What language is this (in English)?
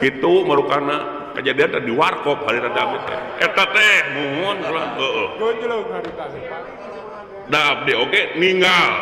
Sundanese